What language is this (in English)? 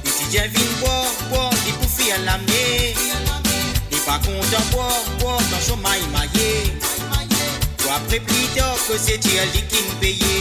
Morisyen